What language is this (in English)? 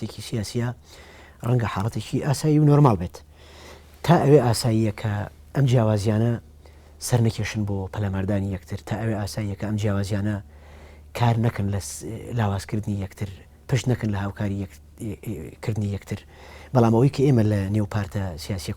Central Kurdish